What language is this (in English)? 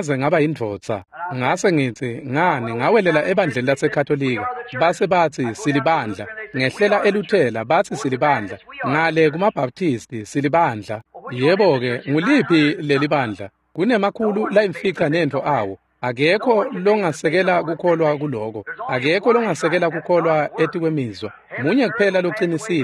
Swati